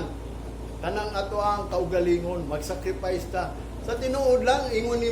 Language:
Cebuano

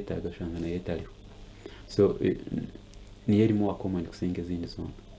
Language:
Nyankole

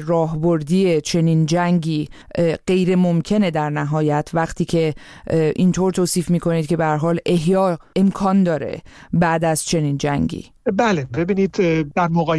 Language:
Persian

